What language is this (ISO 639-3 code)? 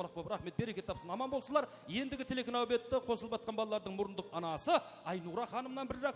kaa